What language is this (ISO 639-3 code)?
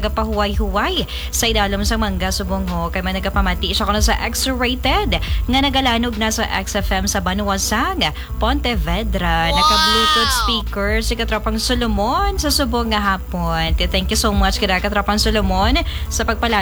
hil